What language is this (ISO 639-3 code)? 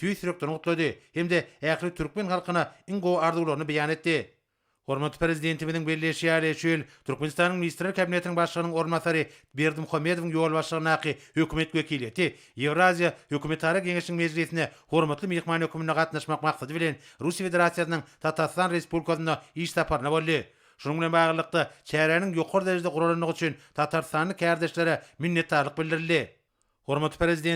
tuk